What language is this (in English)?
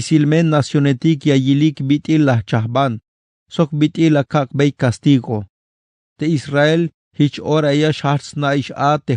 Tzeltal